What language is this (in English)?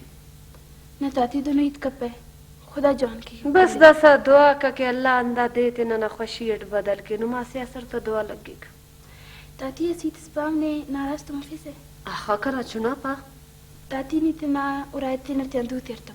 Brahui